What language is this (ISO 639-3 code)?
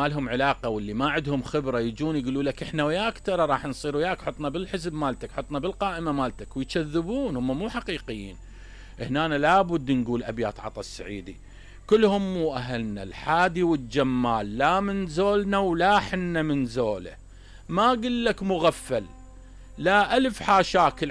acm